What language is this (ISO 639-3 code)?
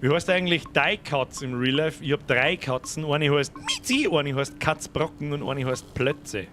bar